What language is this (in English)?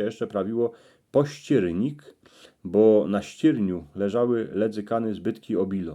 Silesian